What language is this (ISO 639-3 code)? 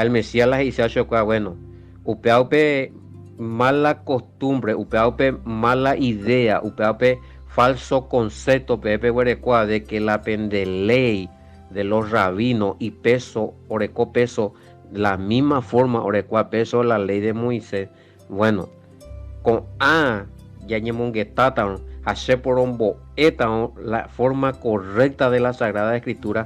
grn